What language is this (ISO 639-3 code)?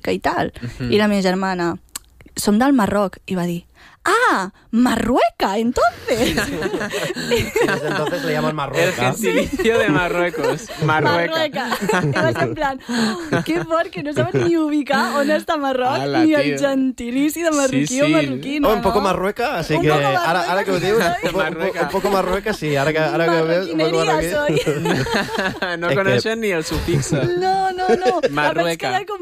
cat